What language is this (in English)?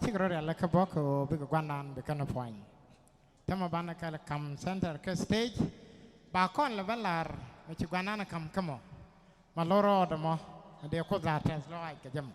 Nuer